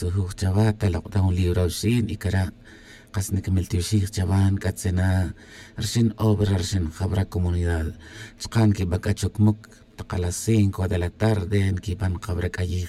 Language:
Tz'utujil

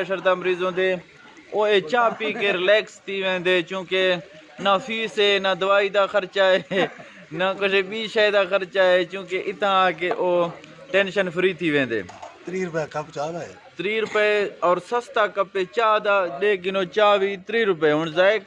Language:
Eastern Balochi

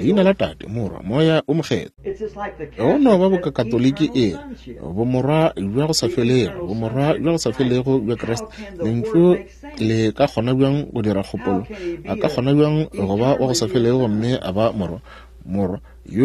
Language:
Northern Sotho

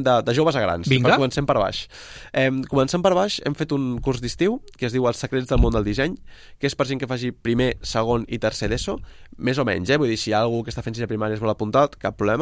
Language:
Catalan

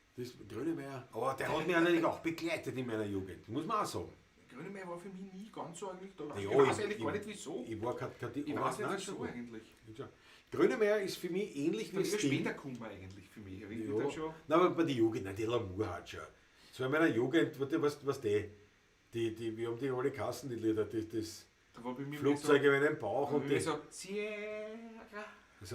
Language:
Bavarian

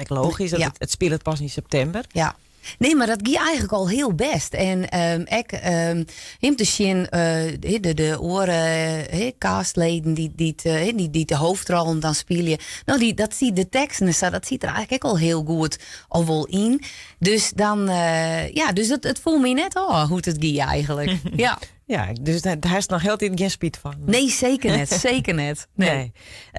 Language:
Western Frisian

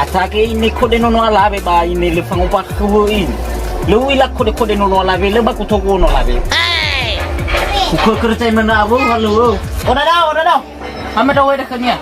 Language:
Nias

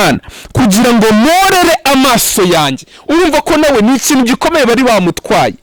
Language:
Kinyarwanda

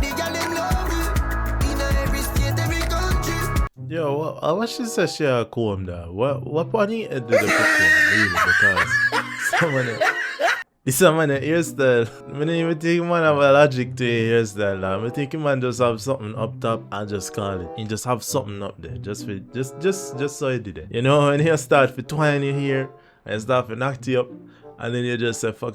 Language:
Jamaican Creole English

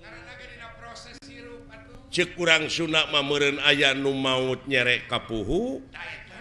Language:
Sundanese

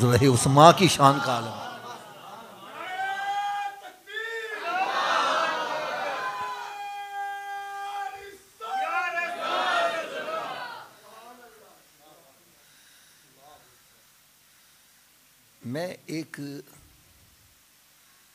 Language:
Urdu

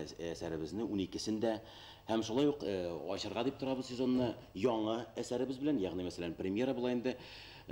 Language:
Bashkir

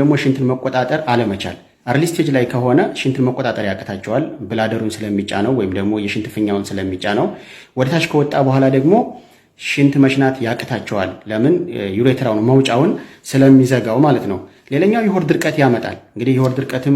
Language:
Amharic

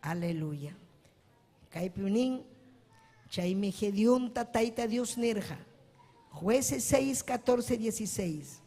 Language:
Ayacucho Quechua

